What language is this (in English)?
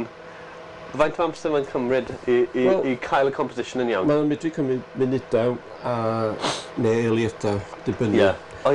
Welsh